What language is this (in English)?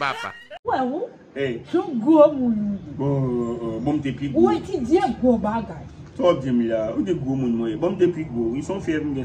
Haitian Creole